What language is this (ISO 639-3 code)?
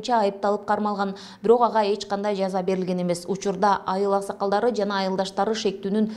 kir